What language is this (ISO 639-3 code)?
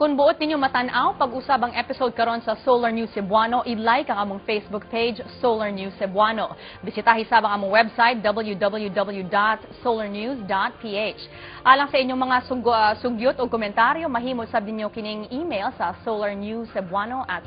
ceb